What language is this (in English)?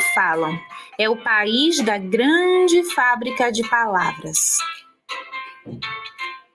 Portuguese